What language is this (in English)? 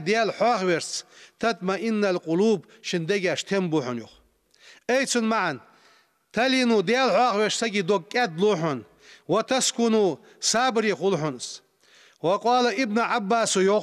Ingush